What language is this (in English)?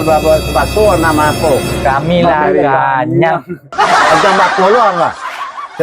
Minangkabau